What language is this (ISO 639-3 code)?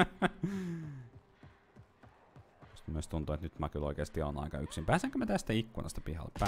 fin